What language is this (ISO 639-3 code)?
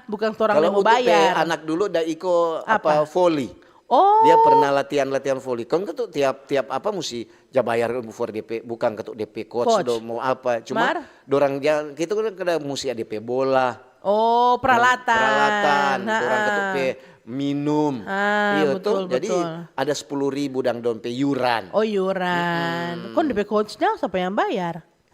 xmm